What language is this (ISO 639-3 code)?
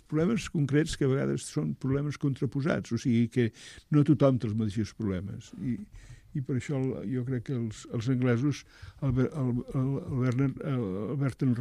cat